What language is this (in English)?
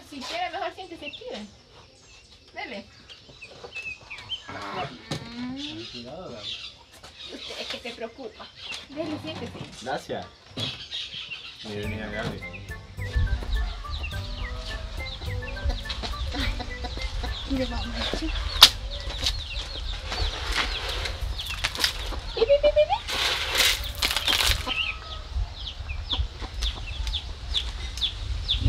Spanish